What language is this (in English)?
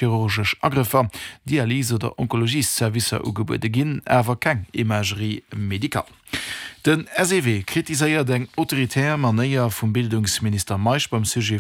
Luxembourgish